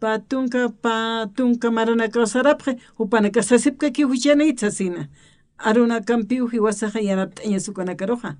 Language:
Aymara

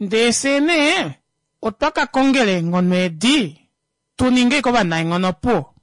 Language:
Kuanyama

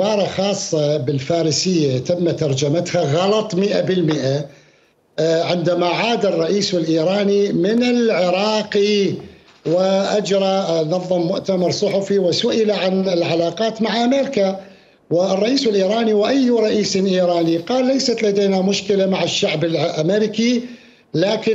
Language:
Mesopotamian Arabic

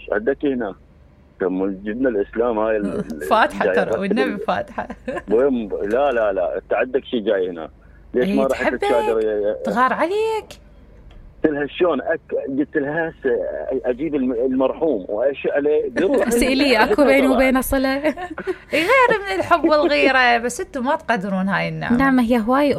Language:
Mesopotamian Arabic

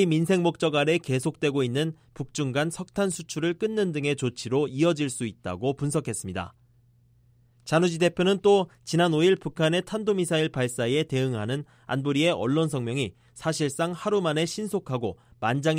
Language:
Korean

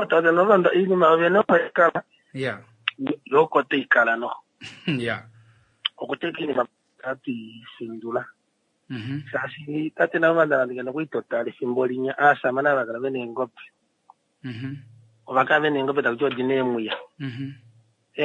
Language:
Kuanyama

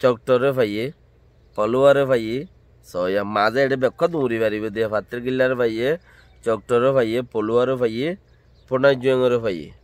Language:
Rohingya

